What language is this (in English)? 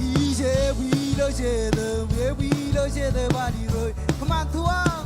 Marshallese